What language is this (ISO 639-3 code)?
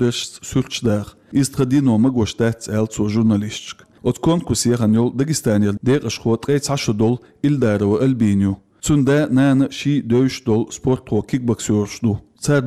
che